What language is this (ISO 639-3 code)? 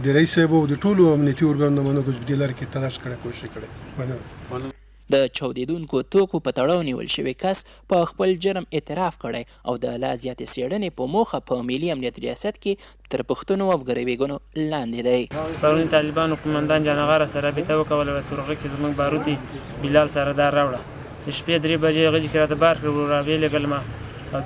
pus